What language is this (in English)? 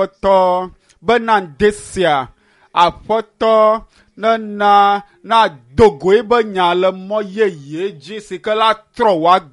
Ewe